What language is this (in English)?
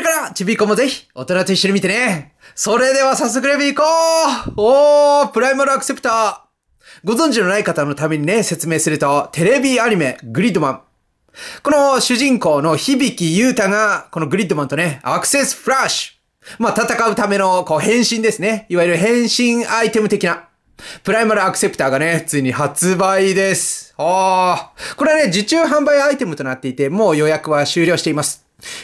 Japanese